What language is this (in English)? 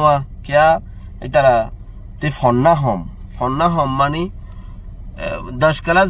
Rohingya